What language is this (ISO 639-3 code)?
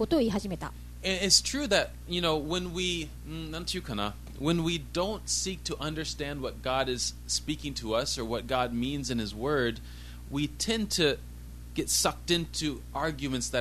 jpn